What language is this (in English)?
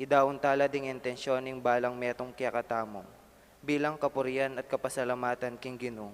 Pampanga